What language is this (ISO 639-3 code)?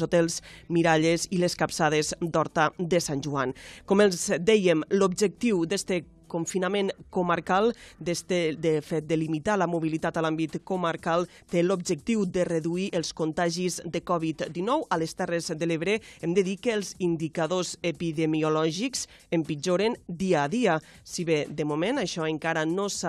cat